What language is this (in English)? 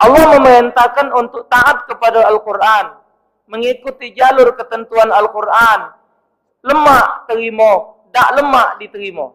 Musi